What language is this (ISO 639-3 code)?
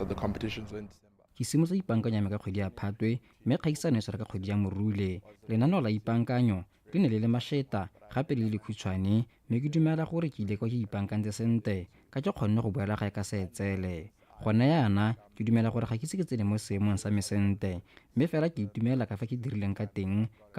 tsn